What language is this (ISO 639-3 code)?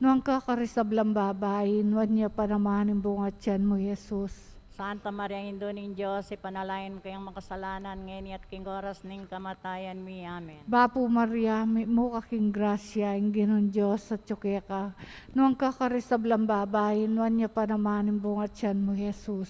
pam